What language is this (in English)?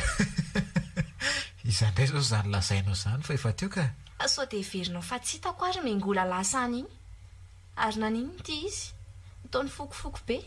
Malagasy